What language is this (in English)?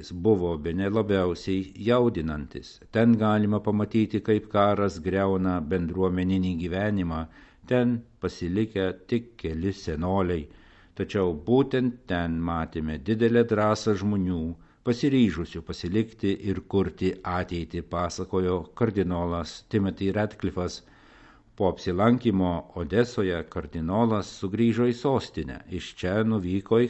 Lithuanian